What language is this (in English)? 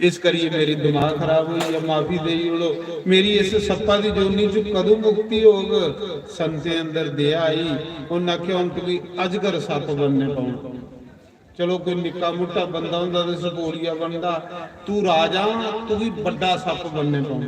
Dogri